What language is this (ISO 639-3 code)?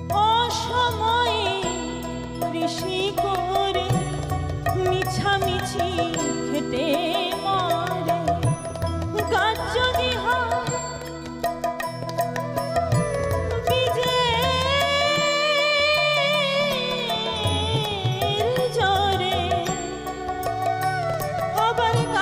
ben